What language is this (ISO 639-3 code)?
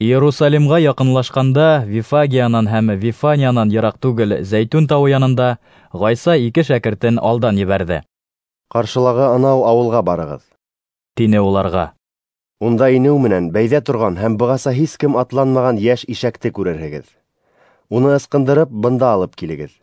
bak